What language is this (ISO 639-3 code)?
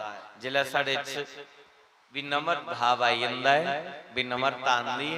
doi